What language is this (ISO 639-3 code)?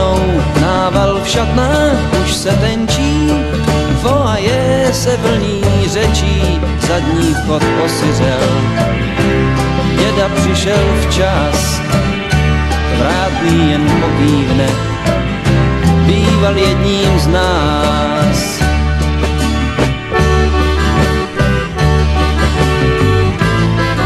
ces